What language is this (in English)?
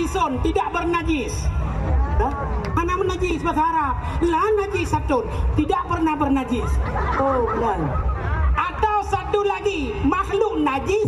Achinese